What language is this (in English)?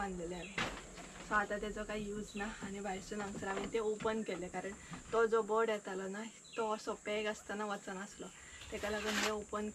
Konkani